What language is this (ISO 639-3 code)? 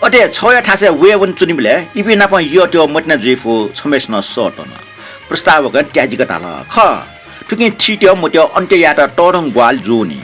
new